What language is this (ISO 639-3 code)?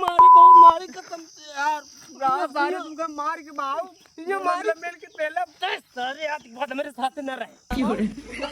awa